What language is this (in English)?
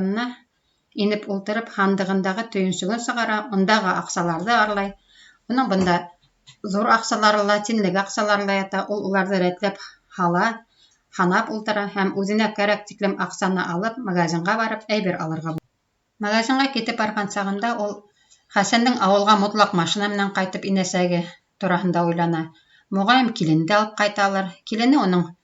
Bashkir